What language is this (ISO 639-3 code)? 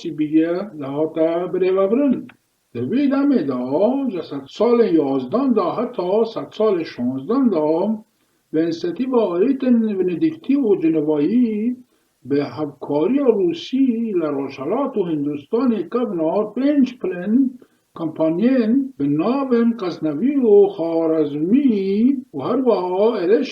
kur